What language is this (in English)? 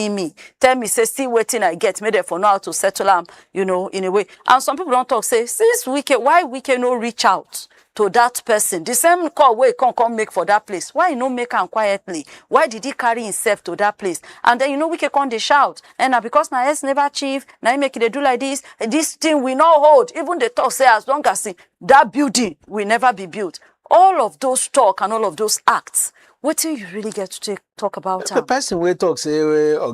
Nigerian Pidgin